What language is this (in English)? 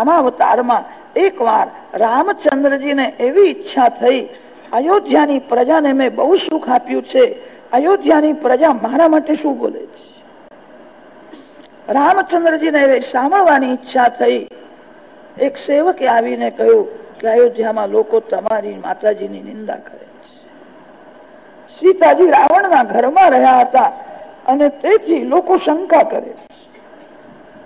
Gujarati